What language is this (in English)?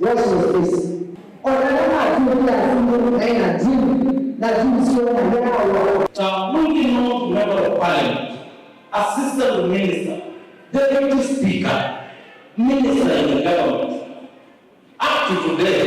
Kamba